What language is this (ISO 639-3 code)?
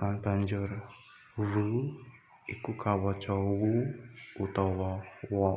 jav